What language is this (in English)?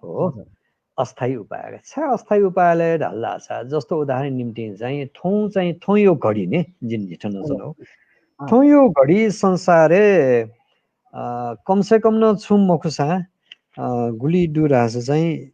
Newari